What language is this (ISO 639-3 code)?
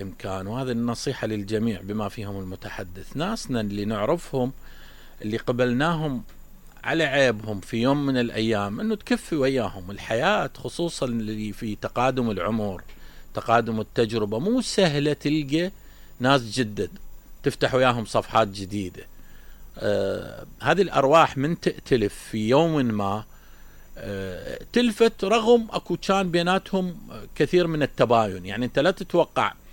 acm